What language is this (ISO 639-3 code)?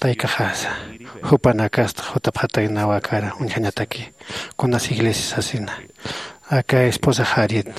aym